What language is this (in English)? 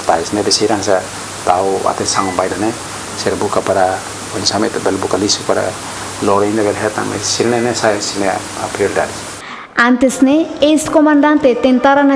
Tetum